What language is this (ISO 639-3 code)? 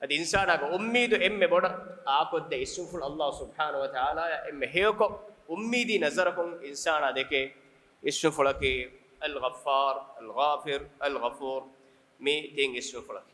div